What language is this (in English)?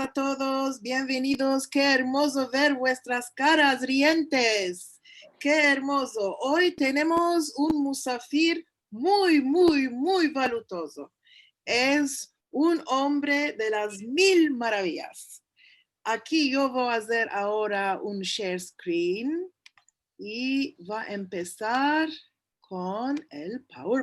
Ladino